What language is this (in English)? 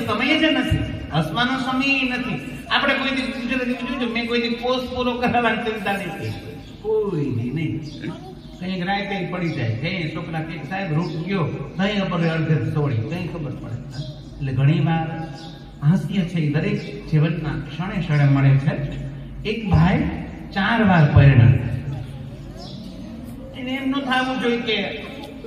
Gujarati